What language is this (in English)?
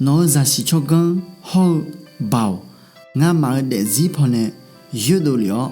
Akha